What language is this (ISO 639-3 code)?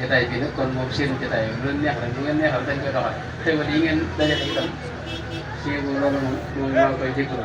wol